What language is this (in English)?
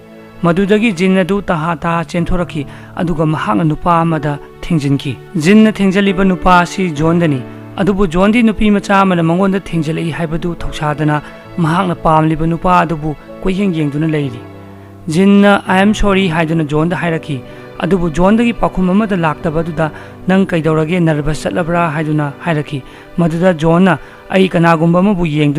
Manipuri